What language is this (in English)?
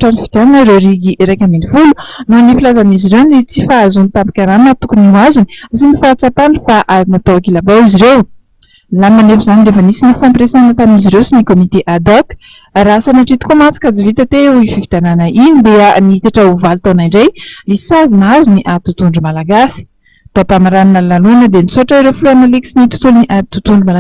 Malagasy